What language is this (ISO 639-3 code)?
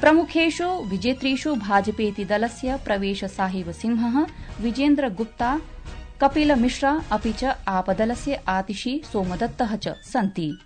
san